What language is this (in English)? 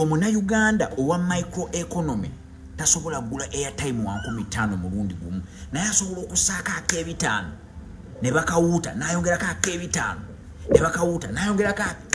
Ganda